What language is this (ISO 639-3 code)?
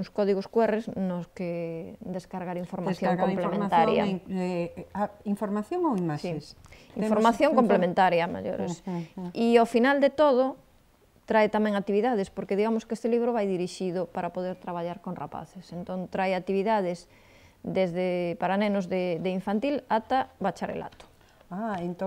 glg